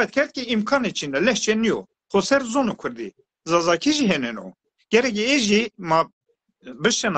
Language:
Zaza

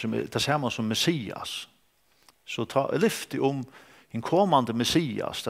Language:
Faroese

